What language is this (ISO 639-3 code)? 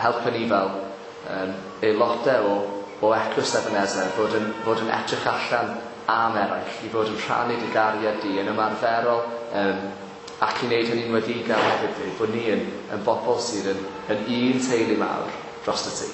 cym